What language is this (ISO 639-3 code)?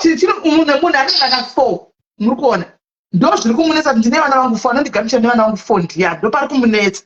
sna